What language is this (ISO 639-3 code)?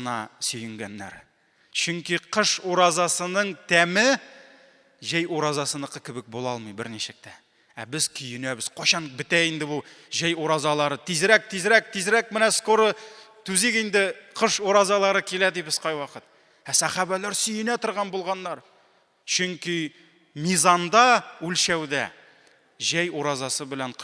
tat